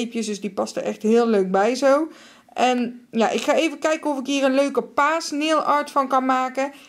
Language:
Dutch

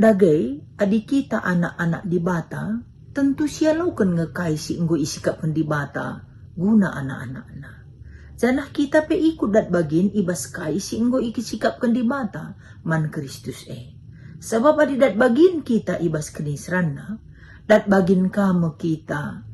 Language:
Batak Karo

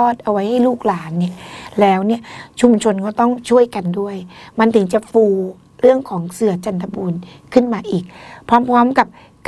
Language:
Thai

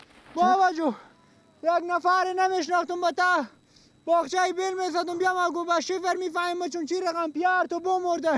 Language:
Persian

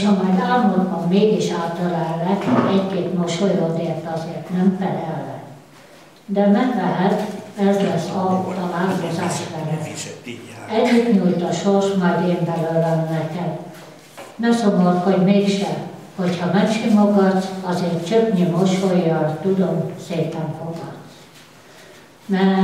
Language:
Hungarian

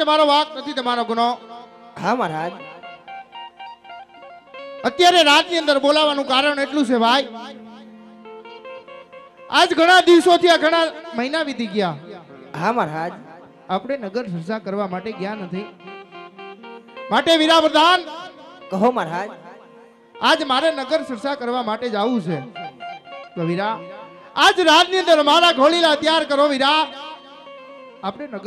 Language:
Gujarati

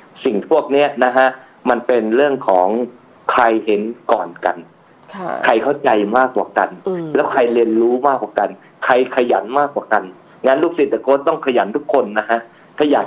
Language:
Thai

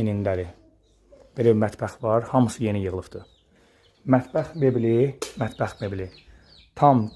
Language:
Azerbaijani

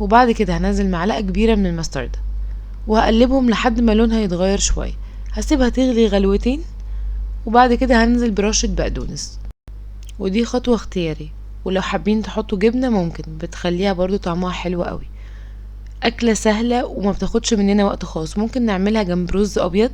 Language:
Egyptian Arabic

